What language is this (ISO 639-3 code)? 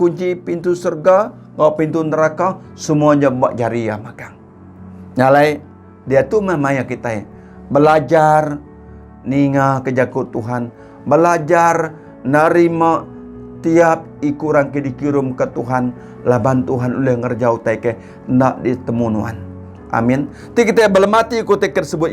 iba